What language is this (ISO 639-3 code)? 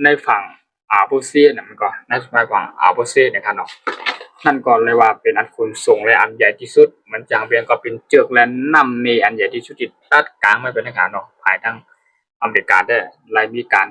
shn